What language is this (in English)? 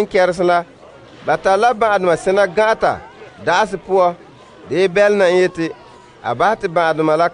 Frafra